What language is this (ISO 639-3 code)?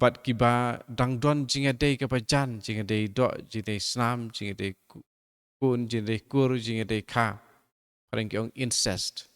kha